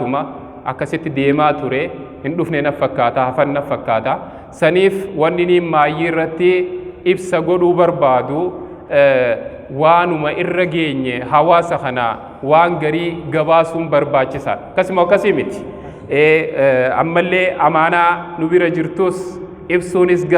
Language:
Oromo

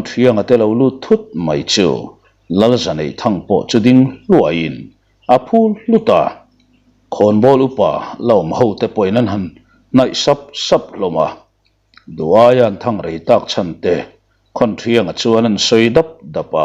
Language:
Mizo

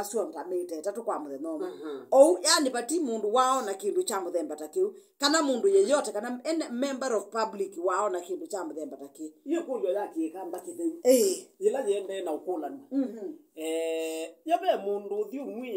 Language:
Kamba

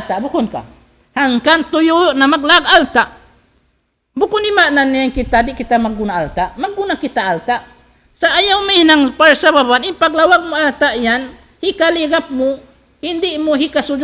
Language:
Tausug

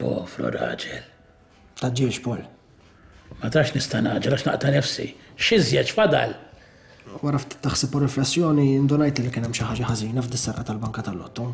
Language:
Maltese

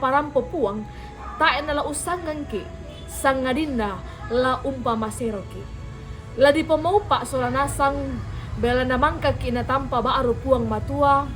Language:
Toraja-Sa'dan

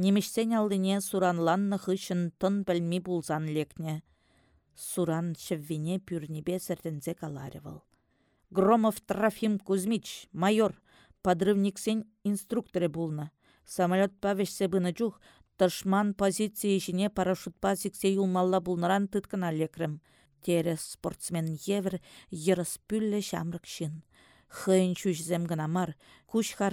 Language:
Chuvash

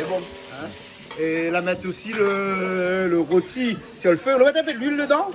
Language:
Réunion Creole French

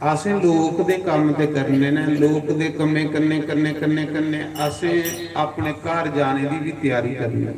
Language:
Dogri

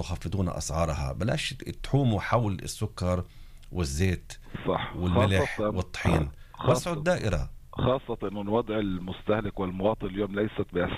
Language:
North Levantine Arabic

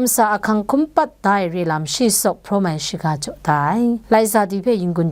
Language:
Kachin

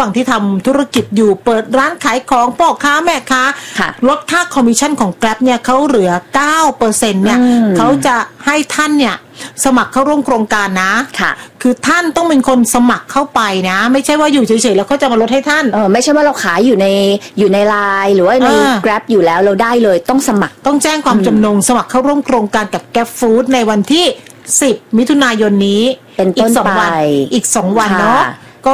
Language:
Thai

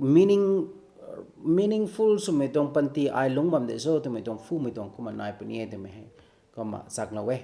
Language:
Rongmei Naga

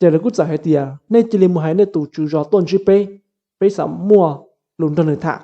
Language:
Hmong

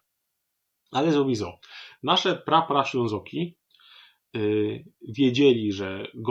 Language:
Silesian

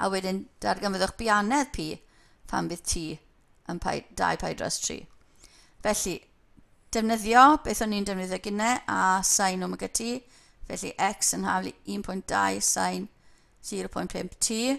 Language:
Welsh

